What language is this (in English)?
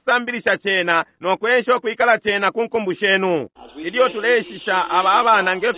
Bemba